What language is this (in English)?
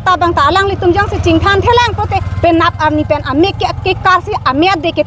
Karbi